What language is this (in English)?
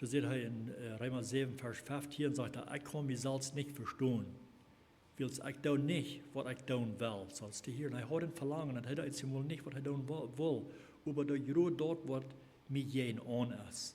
Plautdietsch